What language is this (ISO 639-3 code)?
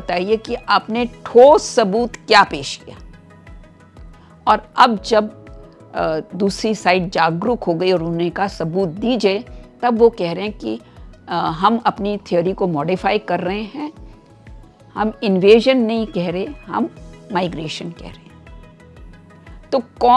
hin